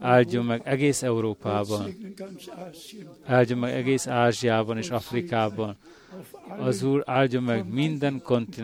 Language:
Hungarian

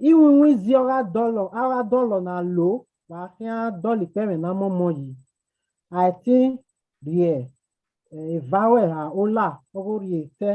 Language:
Bini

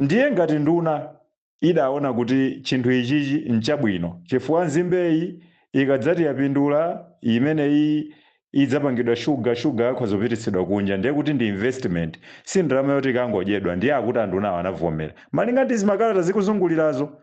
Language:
Nyanja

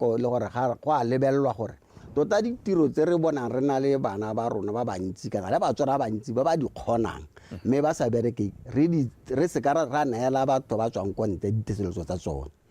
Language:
Tswana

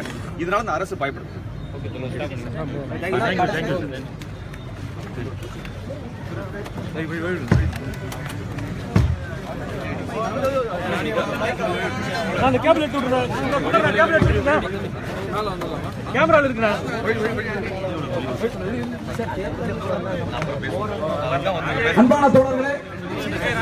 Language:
Tamil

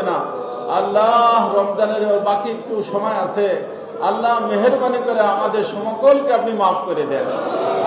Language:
Bangla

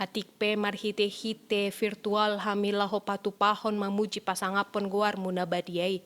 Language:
Batak Toba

